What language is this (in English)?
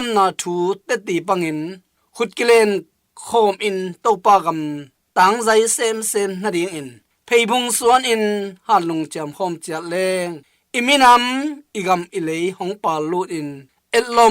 Tedim Chin